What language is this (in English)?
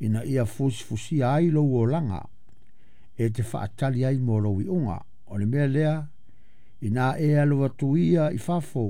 Samoan